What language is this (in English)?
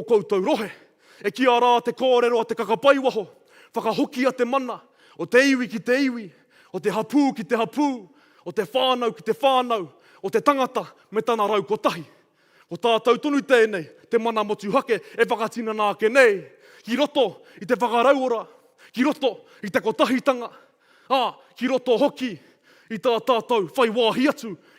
Māori